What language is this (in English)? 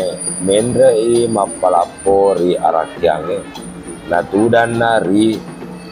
Buginese